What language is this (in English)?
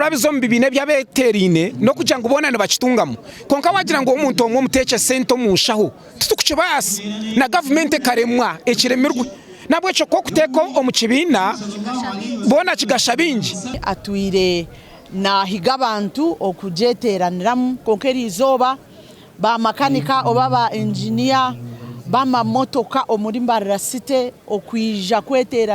Nyankole